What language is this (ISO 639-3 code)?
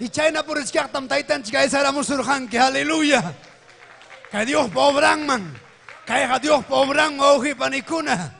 quy